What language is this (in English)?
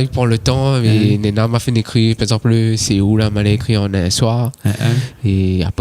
Réunion Creole French